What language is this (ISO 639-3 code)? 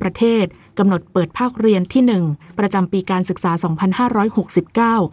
tha